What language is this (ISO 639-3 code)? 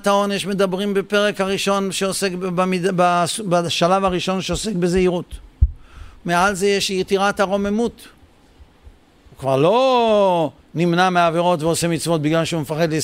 heb